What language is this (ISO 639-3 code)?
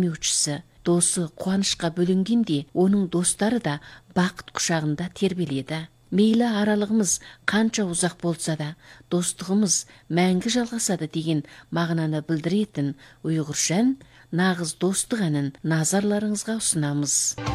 kaz